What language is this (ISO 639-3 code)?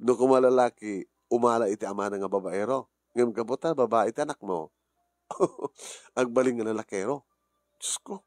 ilo